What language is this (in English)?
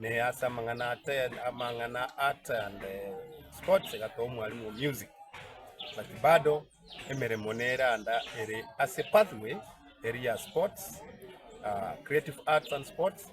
Gusii